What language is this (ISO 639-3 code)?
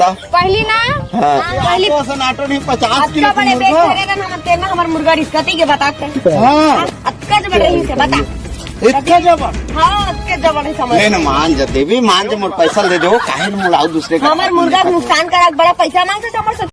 hne